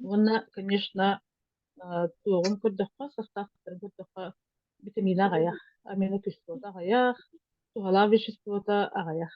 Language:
Yakut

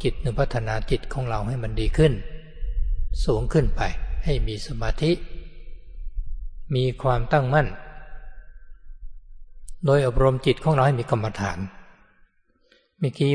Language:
Thai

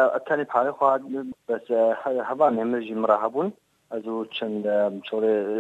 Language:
Kurdish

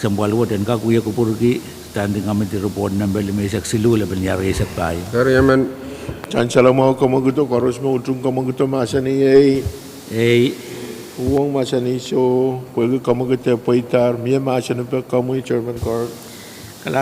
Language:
Pohnpeian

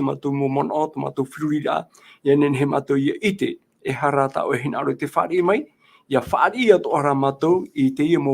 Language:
Tahitian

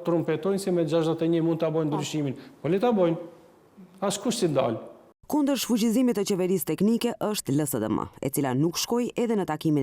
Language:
Albanian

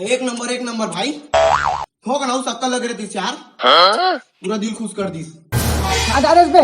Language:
Chhattisgarhi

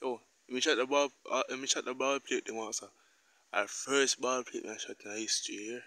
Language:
Jamaican Creole English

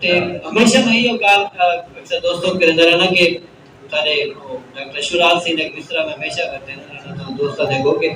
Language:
Saraiki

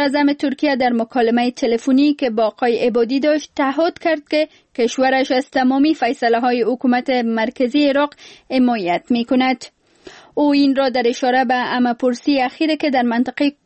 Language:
Persian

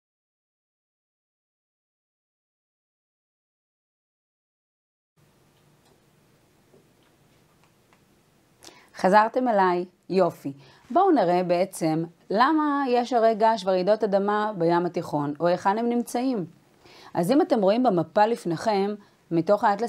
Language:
Hebrew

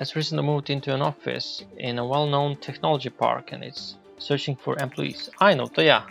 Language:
Rusyn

